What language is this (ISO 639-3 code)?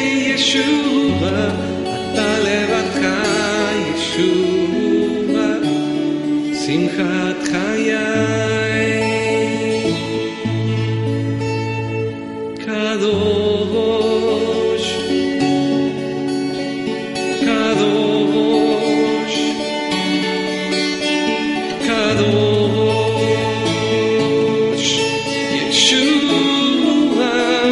heb